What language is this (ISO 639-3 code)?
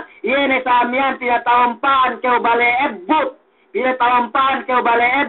yka